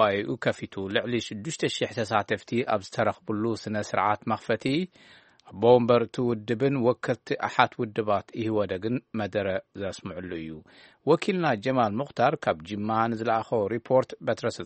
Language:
Tigrinya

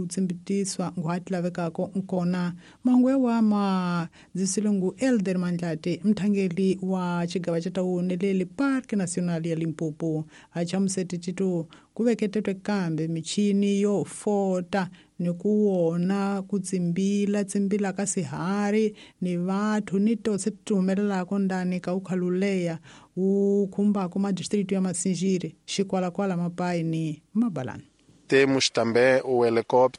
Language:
Tsonga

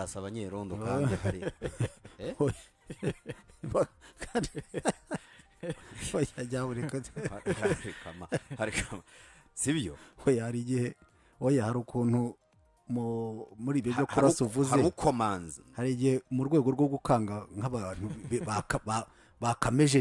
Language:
Kinyarwanda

